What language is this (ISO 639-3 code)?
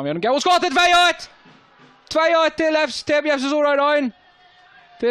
fao